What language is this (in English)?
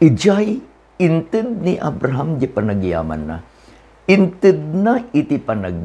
Iloko